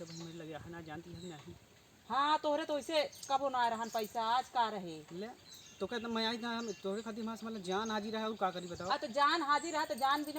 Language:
Awadhi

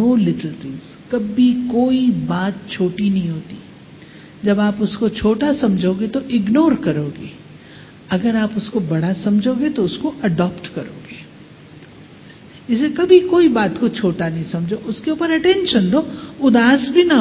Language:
Hindi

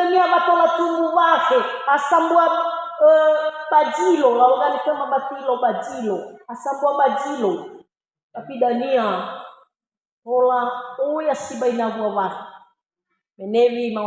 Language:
Nias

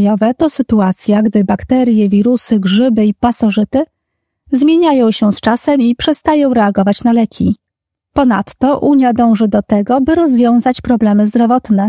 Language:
Polish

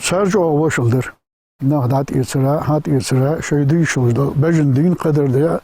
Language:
Ingush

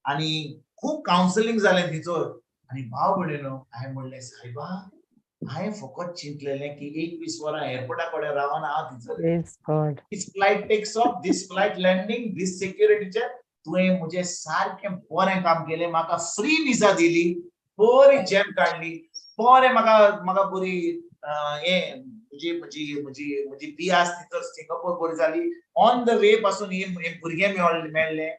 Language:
Konkani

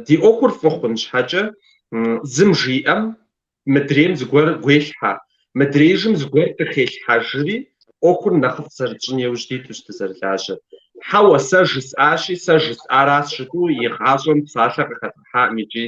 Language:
Kabardian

